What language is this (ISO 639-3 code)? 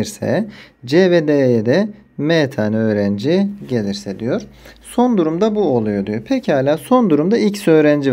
tur